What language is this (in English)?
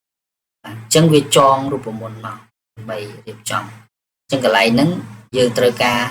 Khmer